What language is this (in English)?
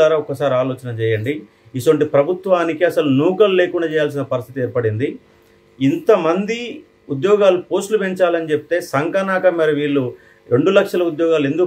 Telugu